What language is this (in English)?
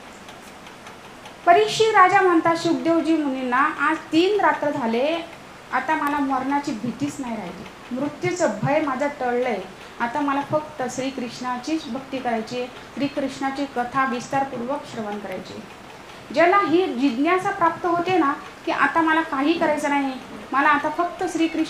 Marathi